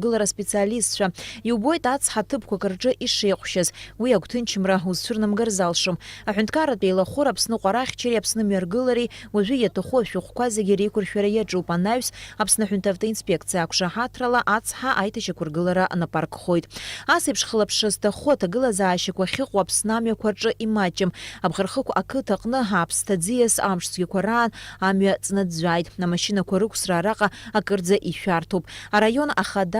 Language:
Abkhazian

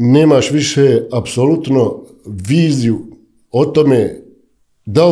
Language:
Bosnian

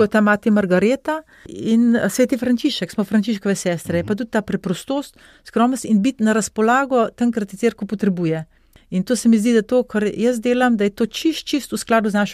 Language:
Slovenian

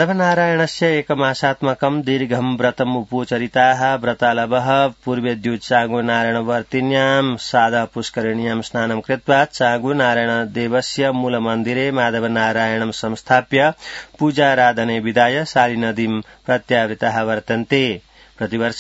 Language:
Sanskrit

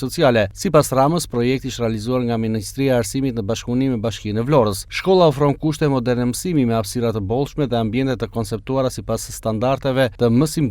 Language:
Albanian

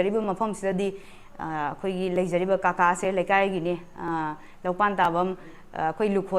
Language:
Manipuri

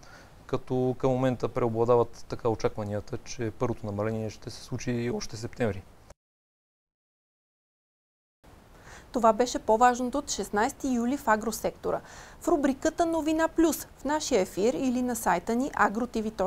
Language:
Bulgarian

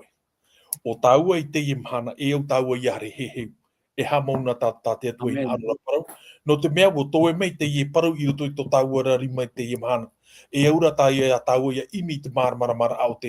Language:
Tahitian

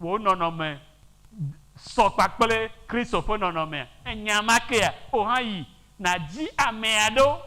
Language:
Ewe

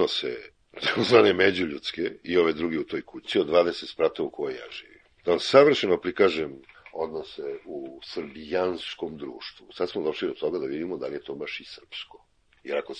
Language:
Serbian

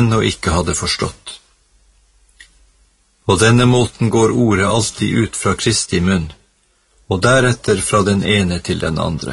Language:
Norwegian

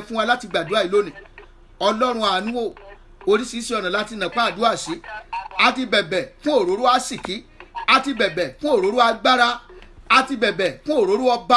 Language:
Yoruba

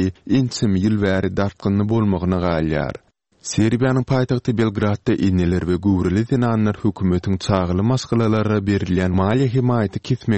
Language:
Turkmen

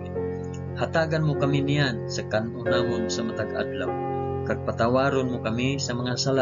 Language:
Hiligaynon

